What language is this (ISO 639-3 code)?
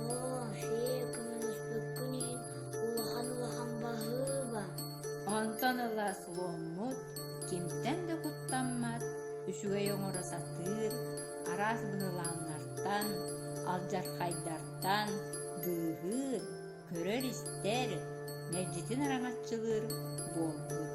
sah